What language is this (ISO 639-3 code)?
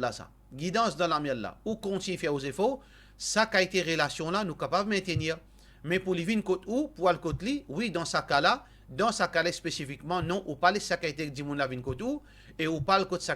mfe